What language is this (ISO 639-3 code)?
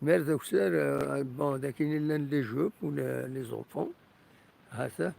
kab